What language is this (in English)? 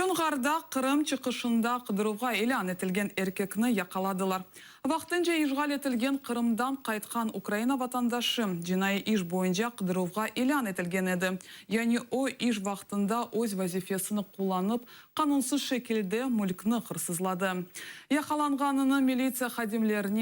Crimean Tatar